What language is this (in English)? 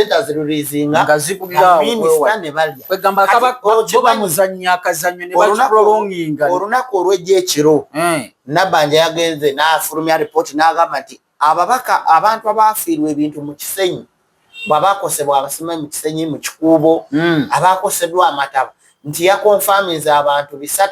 Ganda